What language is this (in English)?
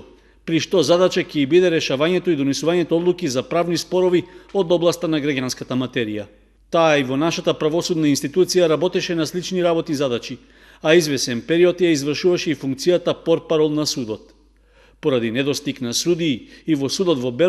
Macedonian